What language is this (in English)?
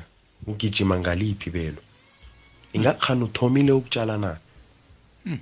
South Ndebele